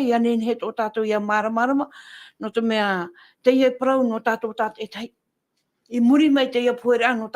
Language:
Tahitian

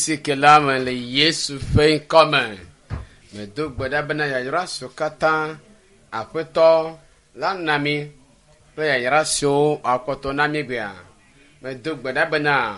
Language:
Ewe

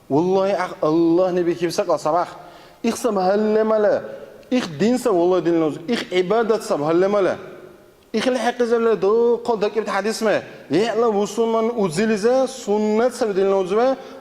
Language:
Dargwa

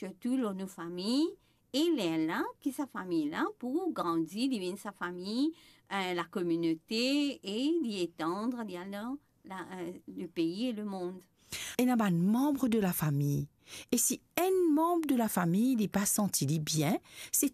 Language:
Morisyen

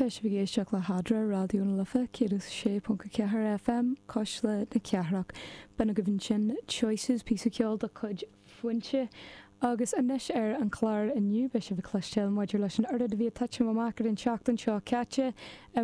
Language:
Irish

